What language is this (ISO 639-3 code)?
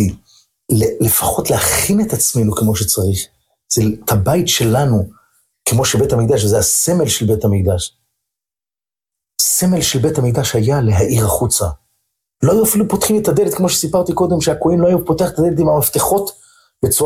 heb